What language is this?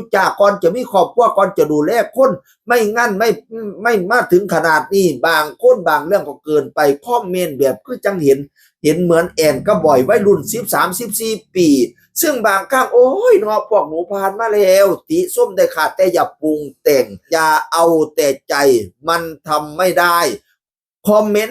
Northeastern Thai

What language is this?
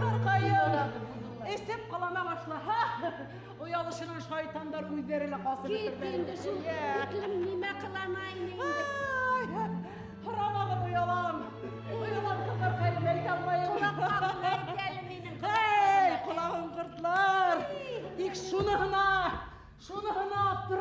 Bashkir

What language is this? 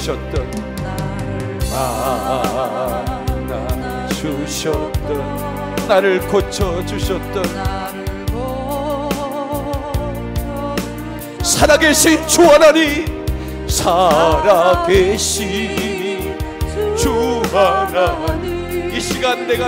Korean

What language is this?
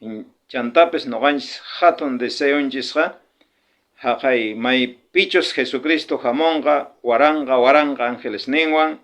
South Bolivian Quechua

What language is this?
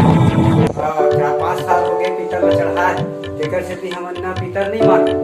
Chhattisgarhi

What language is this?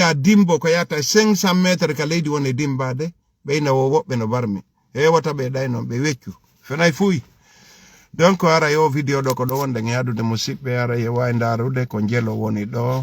Fula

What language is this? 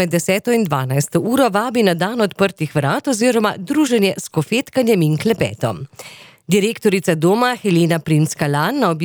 Slovenian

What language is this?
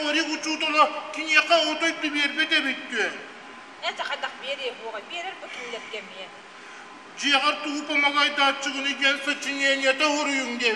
Yakut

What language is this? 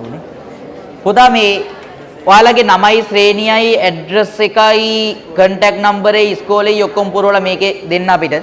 Sinhala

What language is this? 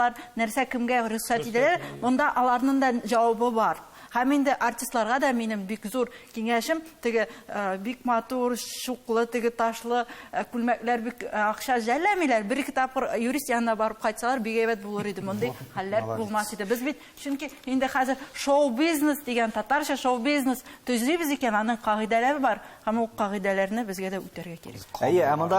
Tatar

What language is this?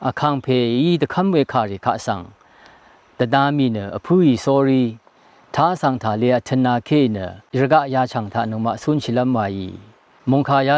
Rawang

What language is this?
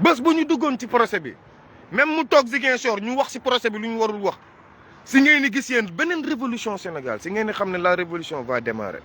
Wolof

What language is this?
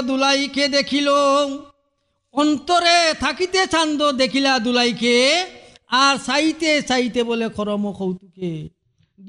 Bangla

